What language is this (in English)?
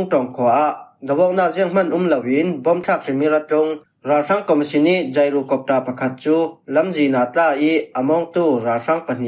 Falam Chin